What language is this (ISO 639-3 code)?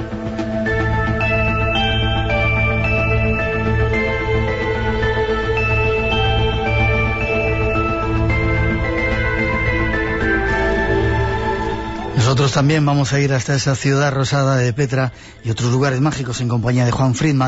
spa